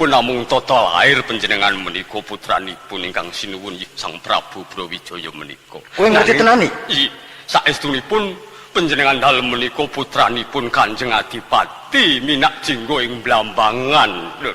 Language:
Javanese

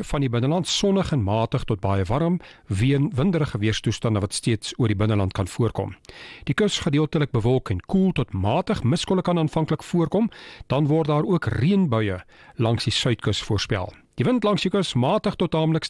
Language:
Afrikaans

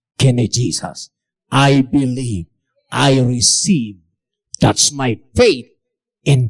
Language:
Iloko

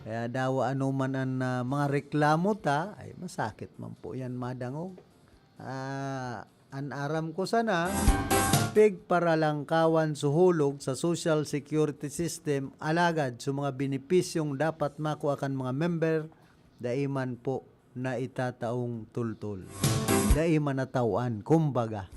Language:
Bikol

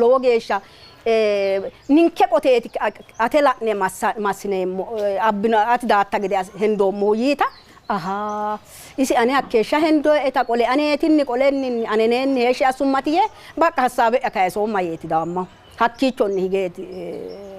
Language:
Sidamo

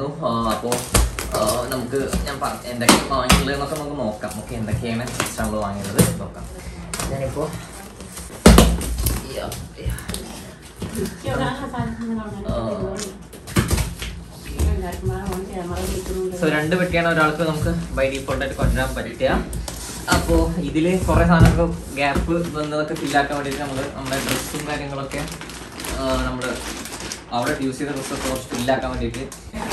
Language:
Malayalam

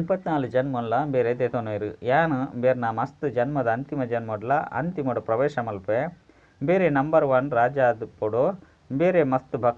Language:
Tulu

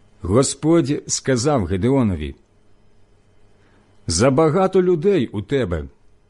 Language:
Ukrainian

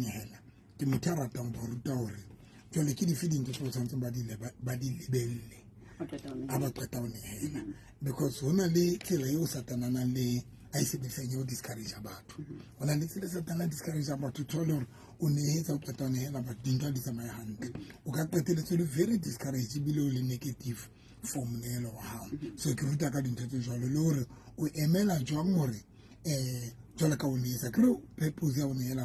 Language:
Southern Sotho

